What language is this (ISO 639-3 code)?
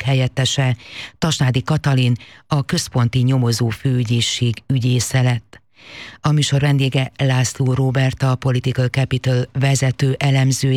hun